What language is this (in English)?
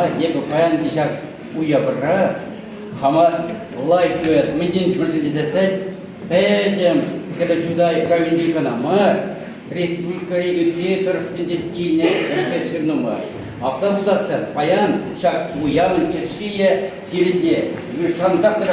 Chuvash